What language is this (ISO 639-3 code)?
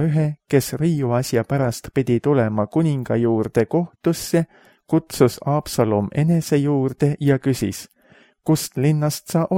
est